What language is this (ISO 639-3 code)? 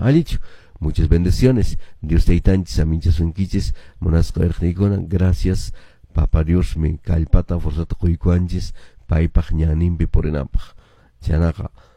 que